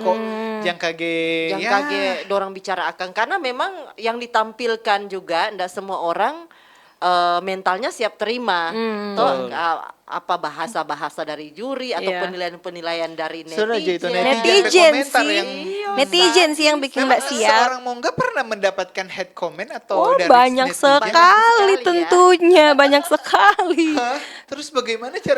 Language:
Manado Malay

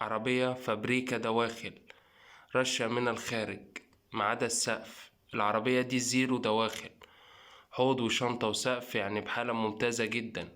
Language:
Egyptian Arabic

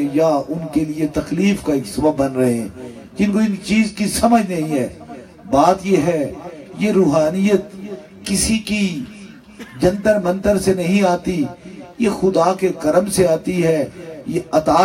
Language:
Urdu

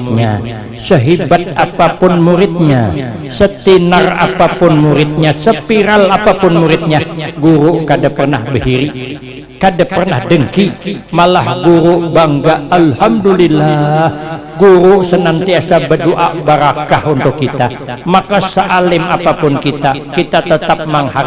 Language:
Banjar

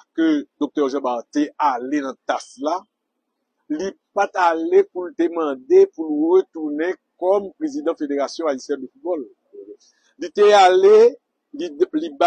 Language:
Haitian Creole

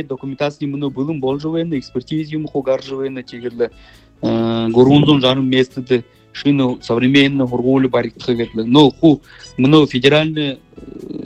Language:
Buriat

